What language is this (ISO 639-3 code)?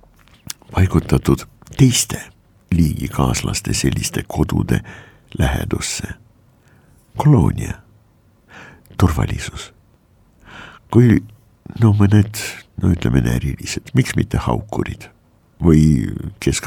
est